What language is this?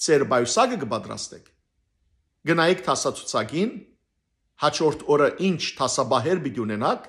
Western Armenian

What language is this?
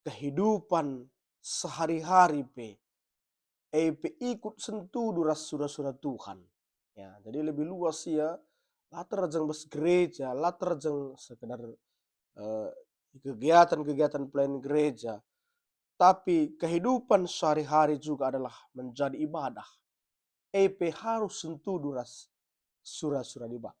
Batak Karo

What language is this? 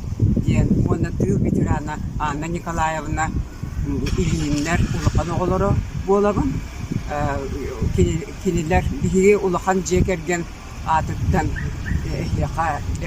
Yakut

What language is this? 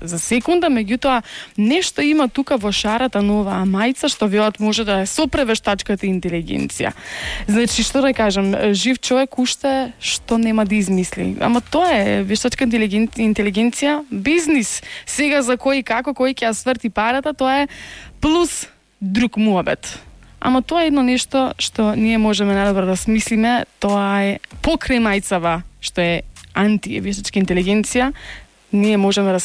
Macedonian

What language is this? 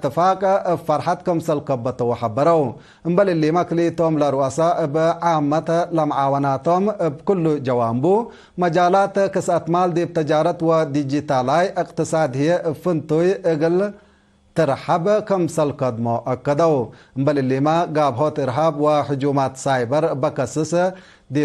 Tigre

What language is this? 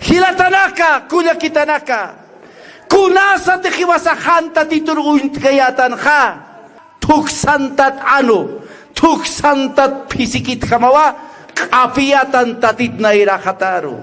Aymara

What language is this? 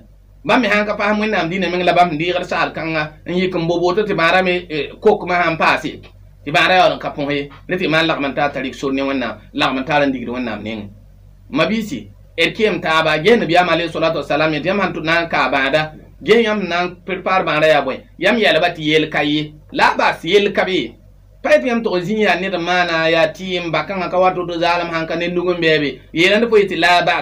Mossi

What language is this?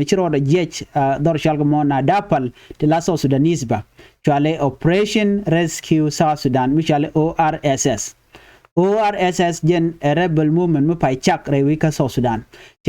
Nuer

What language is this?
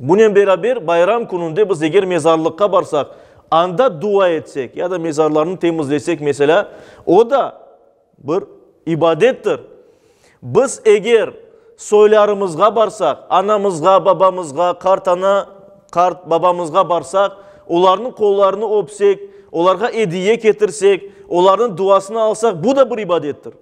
Crimean Tatar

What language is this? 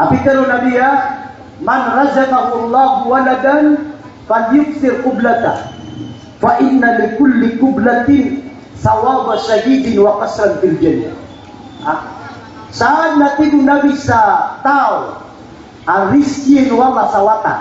Maranao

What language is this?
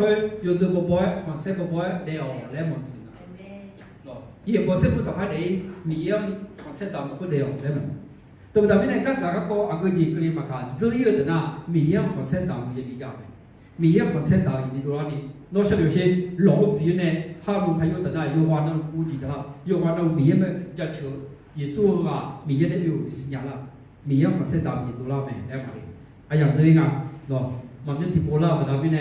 Akha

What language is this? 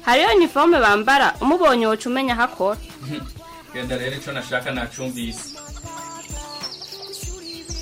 Kinyarwanda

